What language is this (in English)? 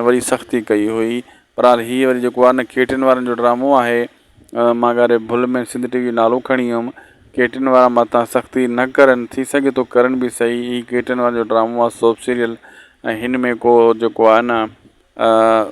Sindhi